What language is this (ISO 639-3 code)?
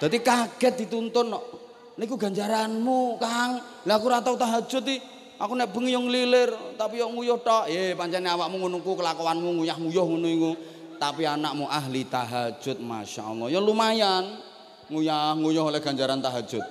jav